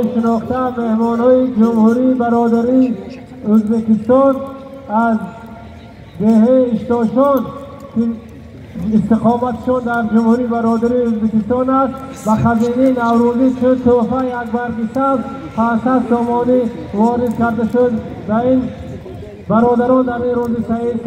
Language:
Persian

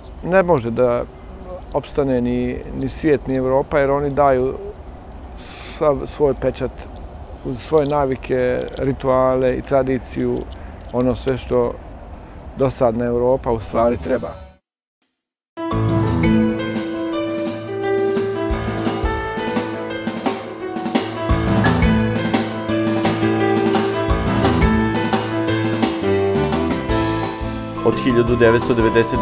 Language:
Bosnian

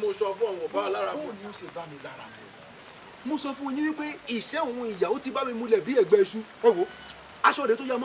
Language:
Yoruba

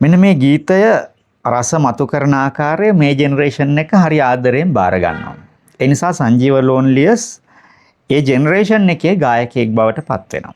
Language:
Sinhala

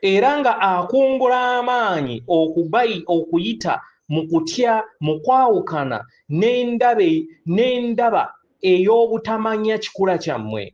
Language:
Ganda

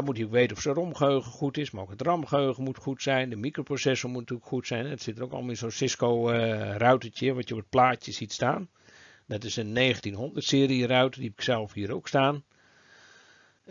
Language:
Dutch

